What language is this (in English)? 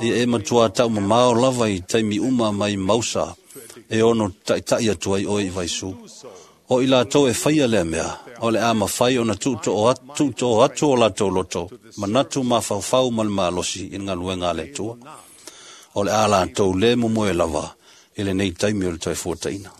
Samoan